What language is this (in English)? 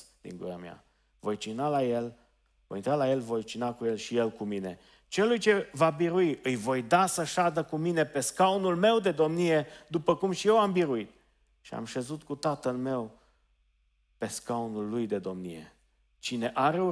Romanian